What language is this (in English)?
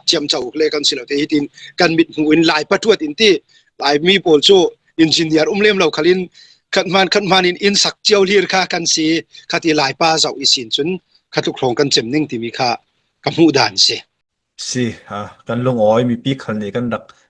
Falam Chin